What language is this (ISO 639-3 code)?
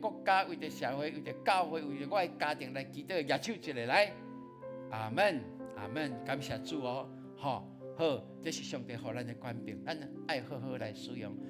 nan